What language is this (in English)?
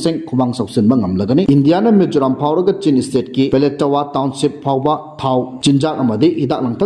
Manipuri